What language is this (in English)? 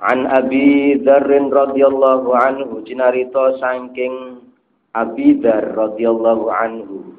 Javanese